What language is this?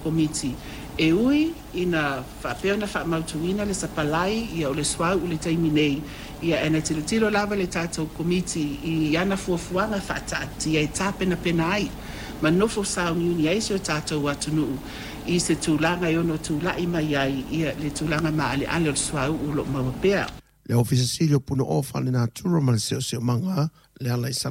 Samoan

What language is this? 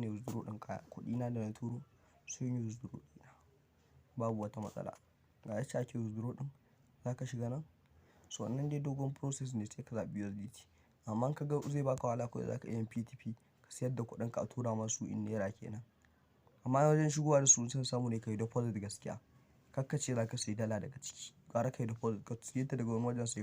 Hausa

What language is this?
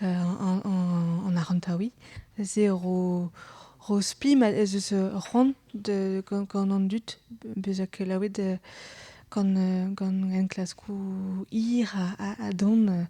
Breton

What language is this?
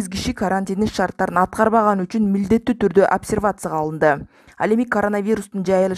Kyrgyz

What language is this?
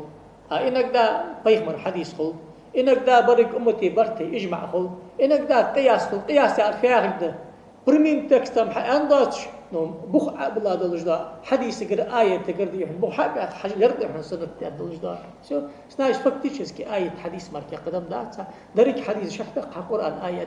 Ingush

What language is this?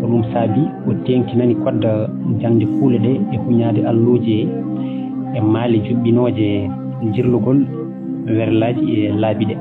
Fula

